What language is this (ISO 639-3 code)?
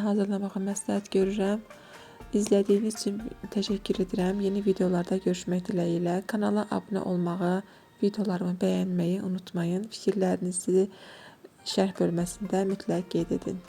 aze